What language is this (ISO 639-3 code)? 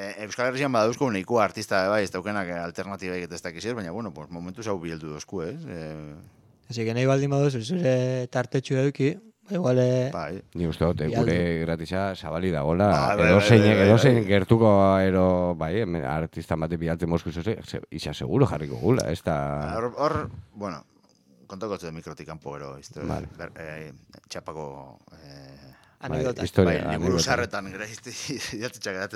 eus